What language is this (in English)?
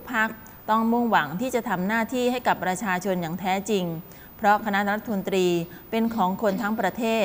Thai